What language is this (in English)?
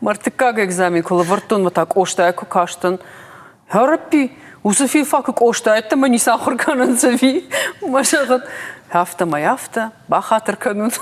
Ossetic